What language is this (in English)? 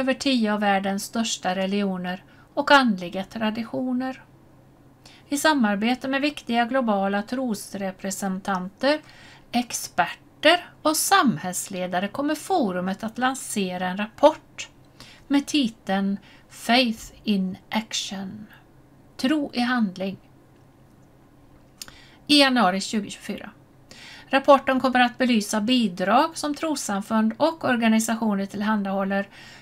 Swedish